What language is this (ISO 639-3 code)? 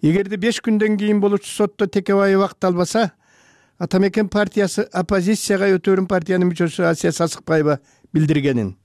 kir